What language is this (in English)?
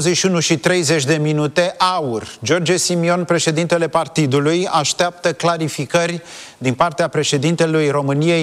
Romanian